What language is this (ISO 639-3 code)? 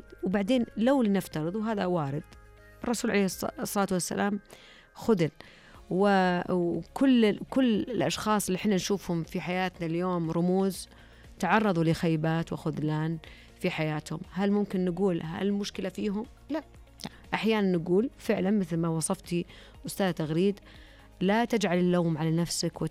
ars